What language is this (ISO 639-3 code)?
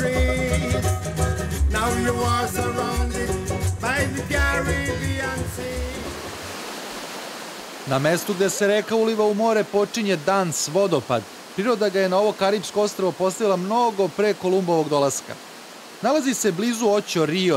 srp